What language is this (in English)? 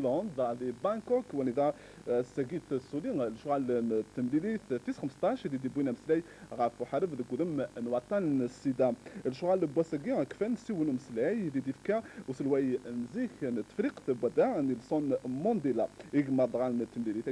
Kabyle